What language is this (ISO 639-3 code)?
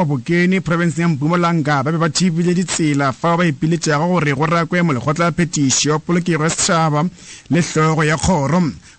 nso